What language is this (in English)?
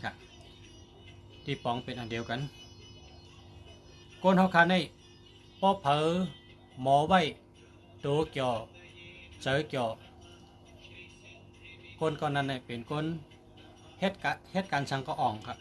Shan